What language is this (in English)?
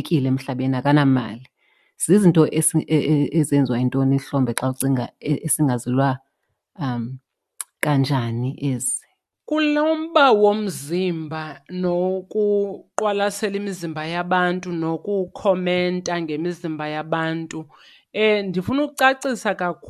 Xhosa